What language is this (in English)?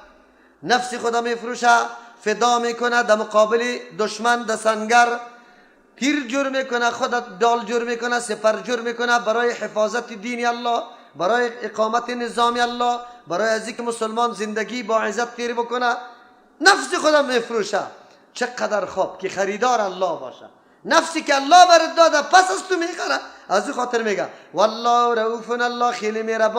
Persian